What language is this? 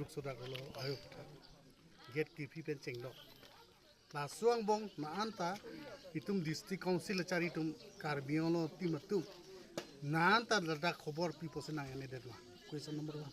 Karbi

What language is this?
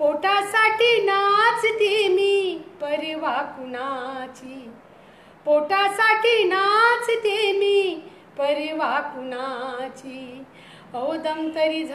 Marathi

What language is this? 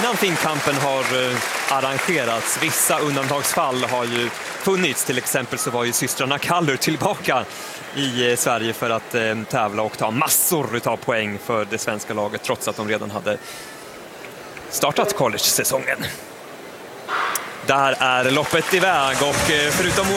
Swedish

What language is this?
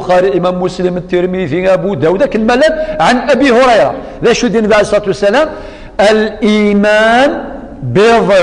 Kabyle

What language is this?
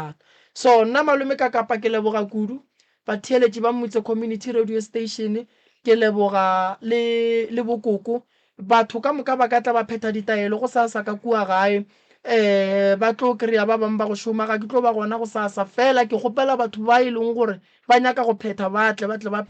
Northern Sotho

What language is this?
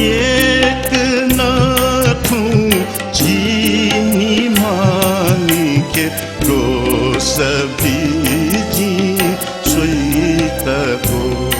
Newari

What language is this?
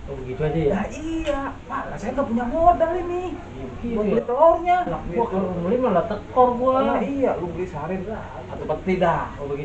Betawi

